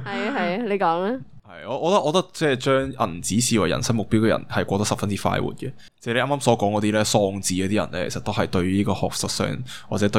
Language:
Cantonese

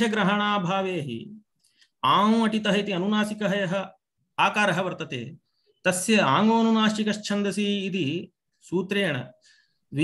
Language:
Sanskrit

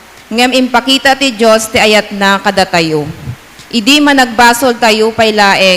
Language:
Iloko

